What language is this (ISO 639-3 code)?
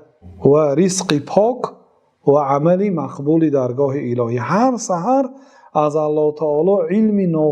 tgk